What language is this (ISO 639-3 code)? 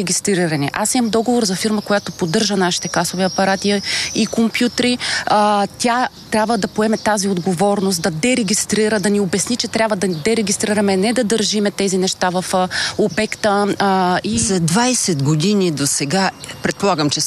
bul